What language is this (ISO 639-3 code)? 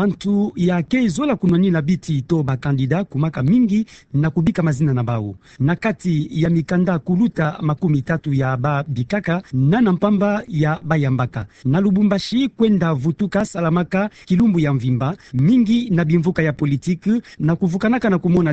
ktu